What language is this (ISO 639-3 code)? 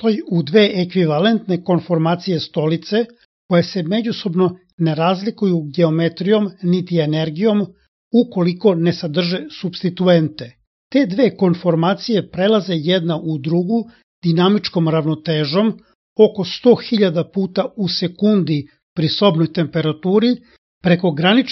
srp